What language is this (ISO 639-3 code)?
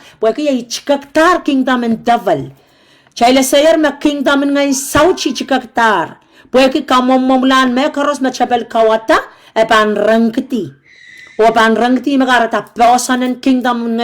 pon